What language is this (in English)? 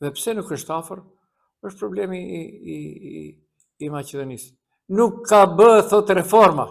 Albanian